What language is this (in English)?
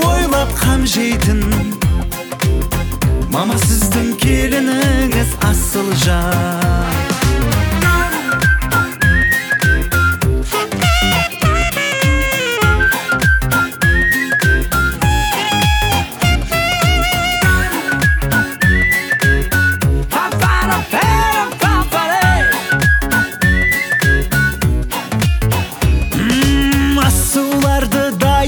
Kazakh